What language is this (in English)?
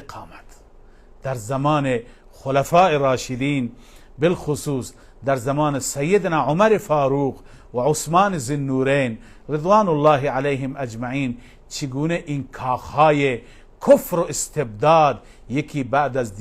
Persian